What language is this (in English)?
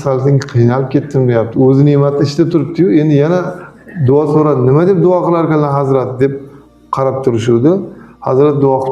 Uzbek